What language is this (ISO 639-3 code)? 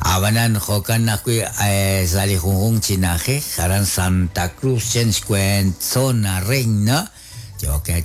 kek